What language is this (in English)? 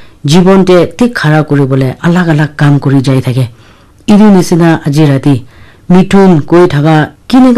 Naga Pidgin